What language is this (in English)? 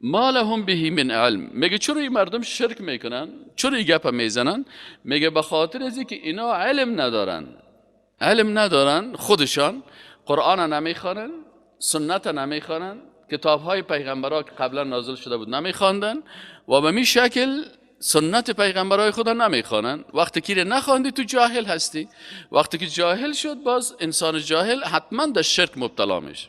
Persian